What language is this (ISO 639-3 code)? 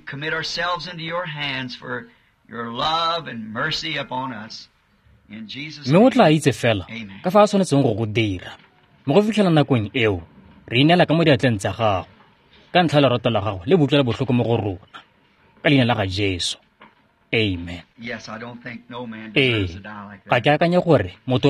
tsn